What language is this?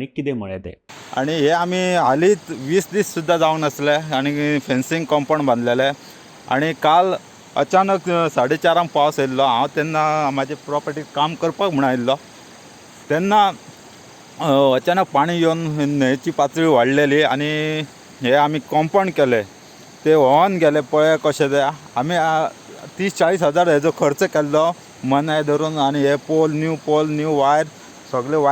Konkani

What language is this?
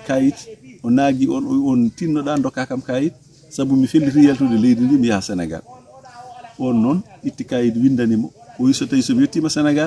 Fula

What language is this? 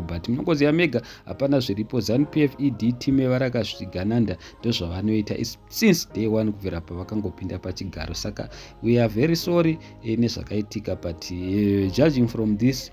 Shona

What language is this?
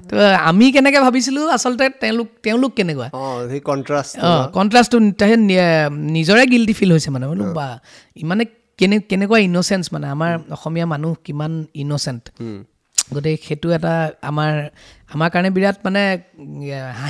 Assamese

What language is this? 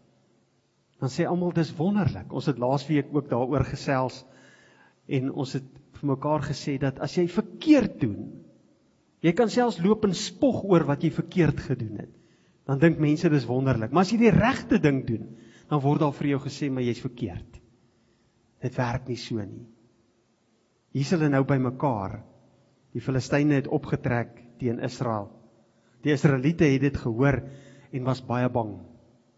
Afrikaans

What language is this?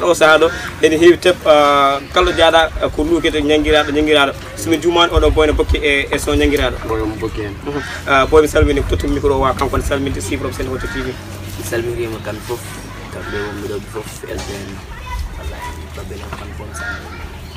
Pular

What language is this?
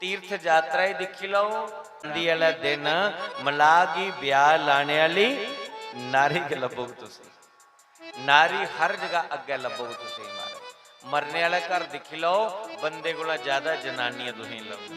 Dogri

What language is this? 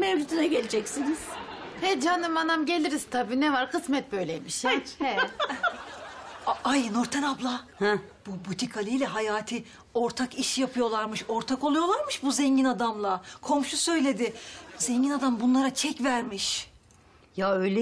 Turkish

